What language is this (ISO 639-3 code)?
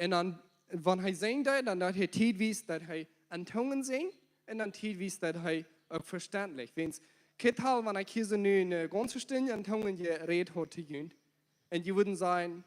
pdt